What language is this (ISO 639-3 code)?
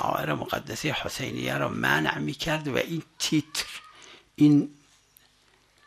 fas